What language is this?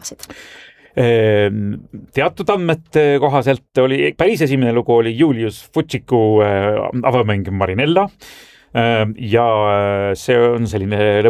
Estonian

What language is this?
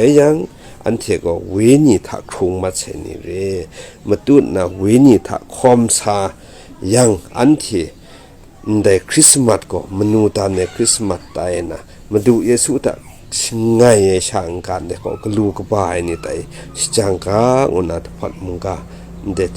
Kachin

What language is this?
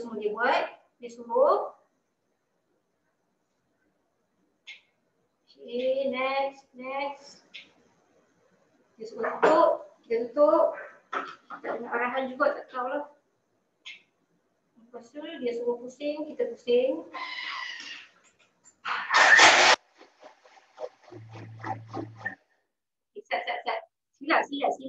Malay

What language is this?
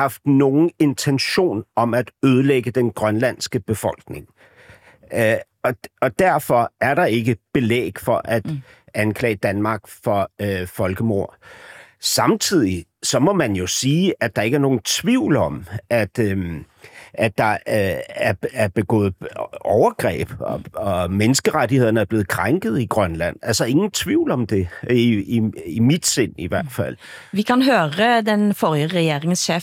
Danish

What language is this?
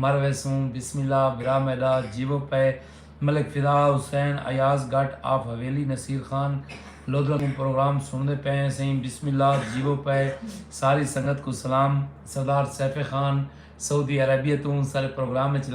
Saraiki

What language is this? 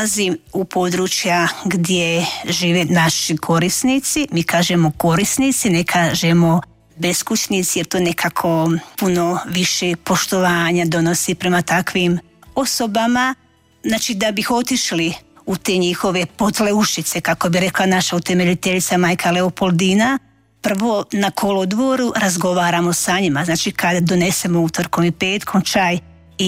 Croatian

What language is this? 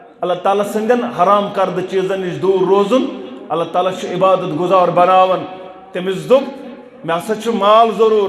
Kashmiri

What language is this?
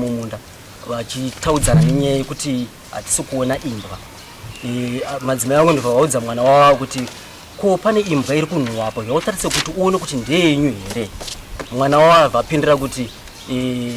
Shona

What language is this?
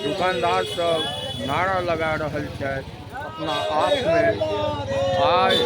Maithili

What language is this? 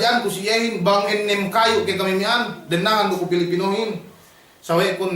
Yakan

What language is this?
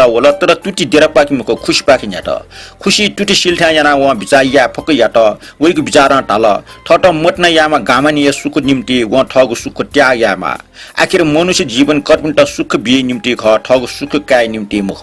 Newari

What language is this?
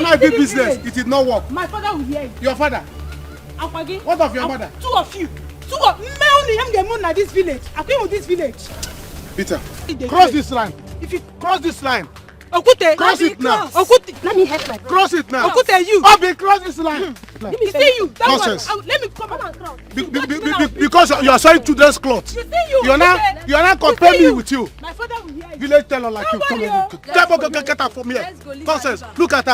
Nigerian Pidgin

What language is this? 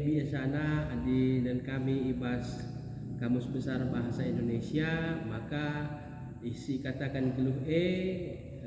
Batak Karo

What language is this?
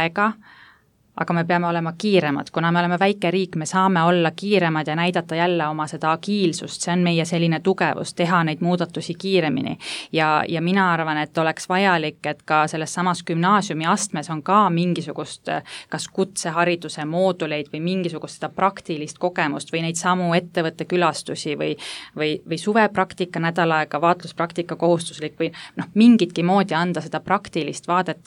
Estonian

